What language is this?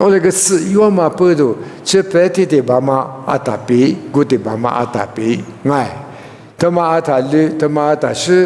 Lisu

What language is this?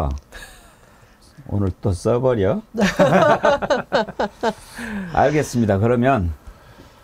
Korean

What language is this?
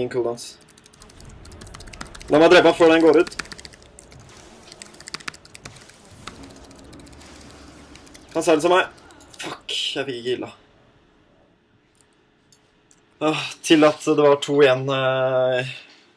Norwegian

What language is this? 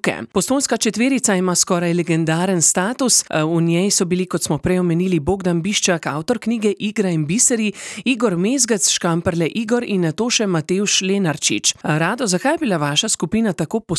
Slovenian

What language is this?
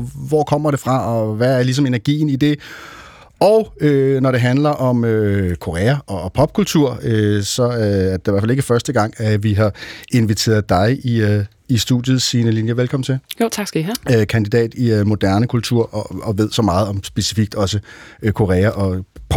Danish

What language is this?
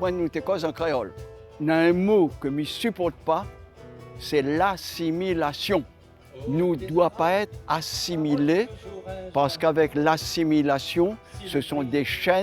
Réunion Creole French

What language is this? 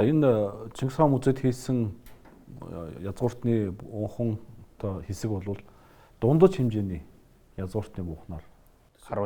Mongolian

